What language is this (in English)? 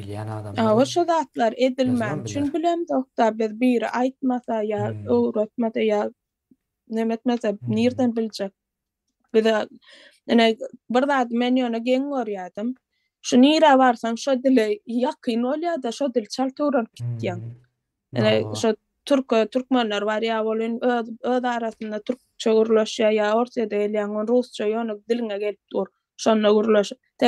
Turkmen